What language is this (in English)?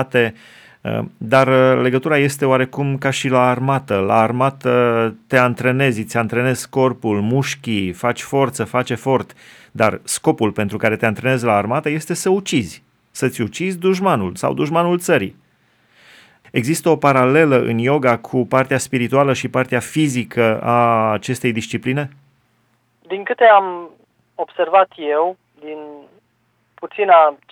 Romanian